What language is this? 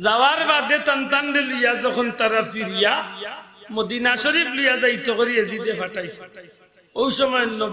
Sylheti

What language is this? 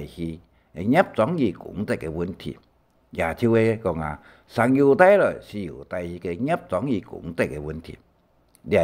Hakka Chinese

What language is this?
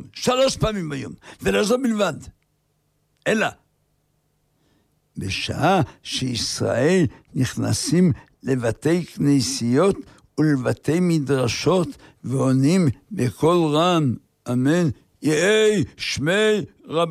Hebrew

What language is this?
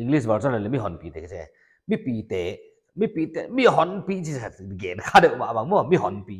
Paite Chin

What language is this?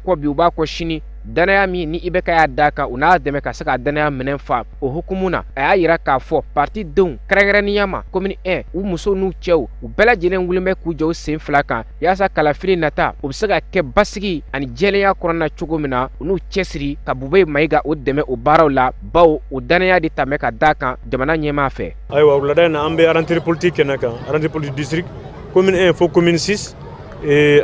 Bambara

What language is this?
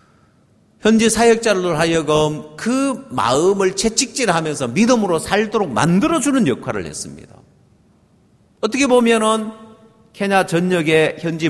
Korean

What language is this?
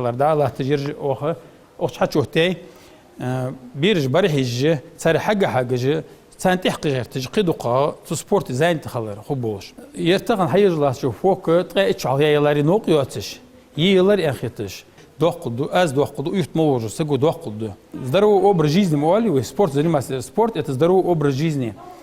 Ingush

